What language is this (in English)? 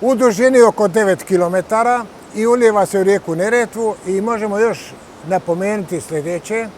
Bosnian